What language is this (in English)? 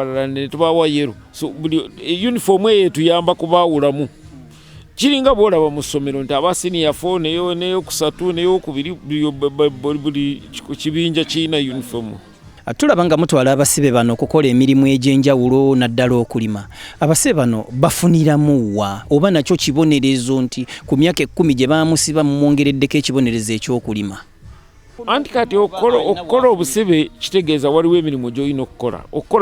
Ganda